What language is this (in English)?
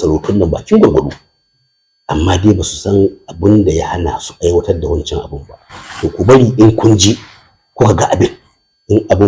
Hausa